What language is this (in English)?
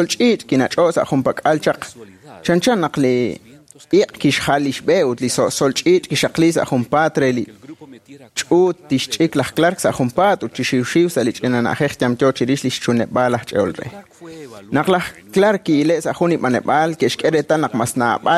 Kekchí